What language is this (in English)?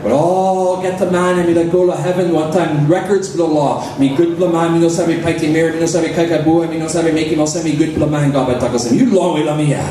Tok Pisin